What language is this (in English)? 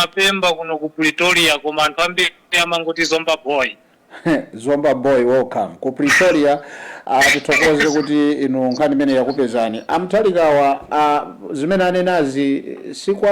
Nyanja